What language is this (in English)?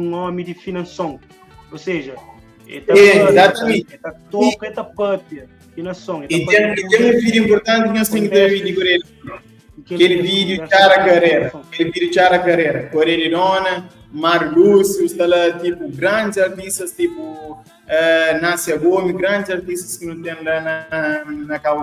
Kabuverdianu